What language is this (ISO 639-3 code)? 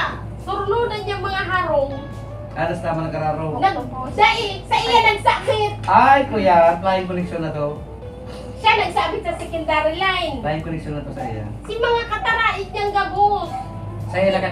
bik